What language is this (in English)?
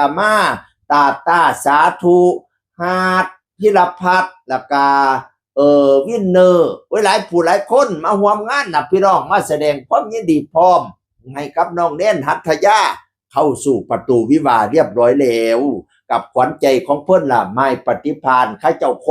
Northeastern Thai